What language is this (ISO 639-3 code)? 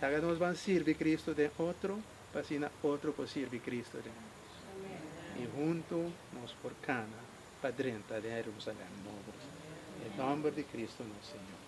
pap